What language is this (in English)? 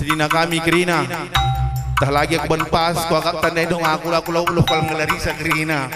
Batak Karo